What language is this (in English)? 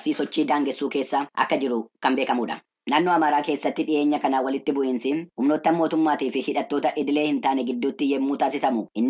Oromo